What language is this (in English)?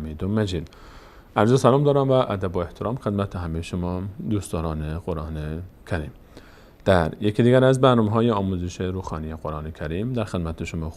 Persian